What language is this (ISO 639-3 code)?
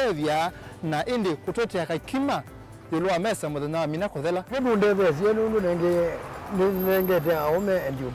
kam